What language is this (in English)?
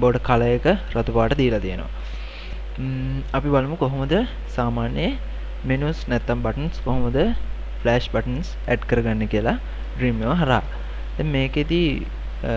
Sinhala